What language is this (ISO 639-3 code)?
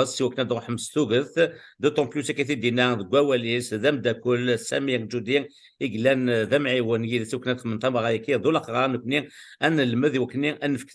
kab